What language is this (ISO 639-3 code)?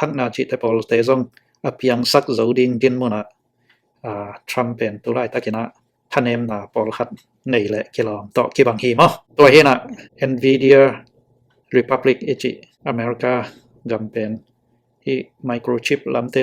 ctd